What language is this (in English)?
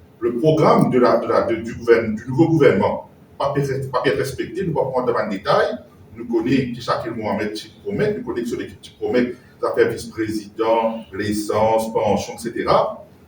Morisyen